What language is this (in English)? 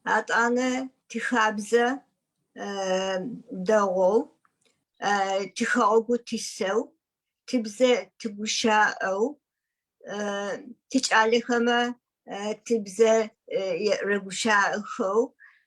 Adyghe